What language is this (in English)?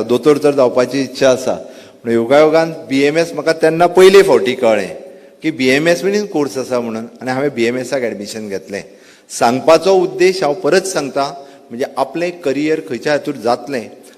Konkani